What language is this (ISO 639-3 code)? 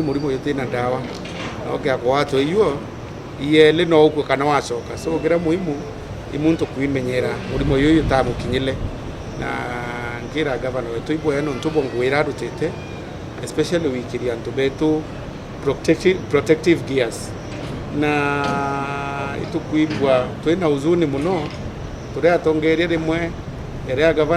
mer